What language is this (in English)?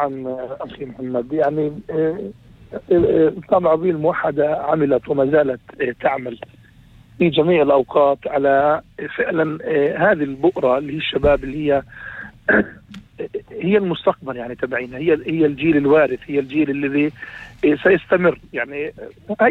North Levantine Arabic